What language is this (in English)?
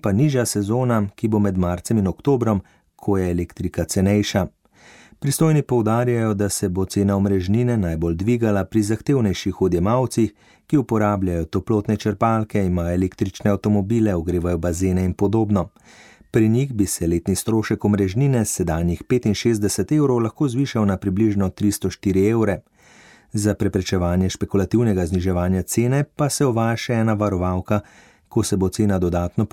Slovenian